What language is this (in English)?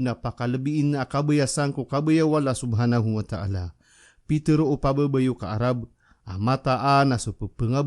Maranao